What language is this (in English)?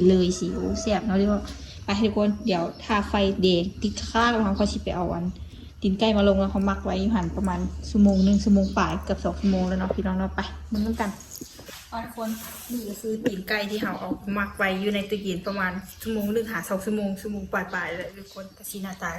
Lao